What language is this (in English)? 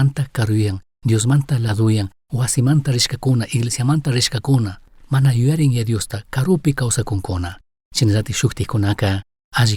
Chimborazo Highland Quichua